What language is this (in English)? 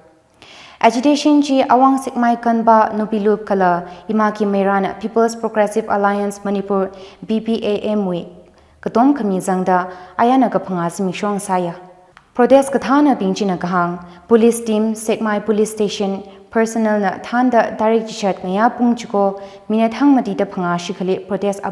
Tangkhul Naga (India)